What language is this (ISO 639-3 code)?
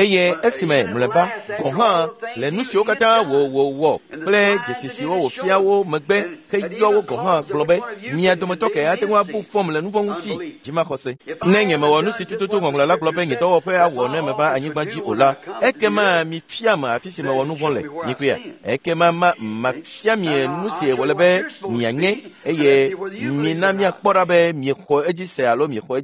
ewe